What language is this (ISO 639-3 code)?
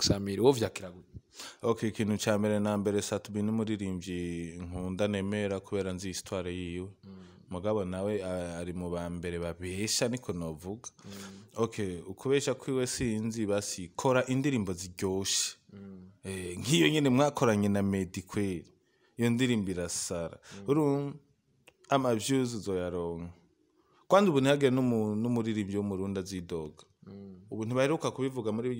run